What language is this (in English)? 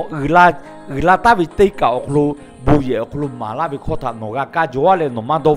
Lahu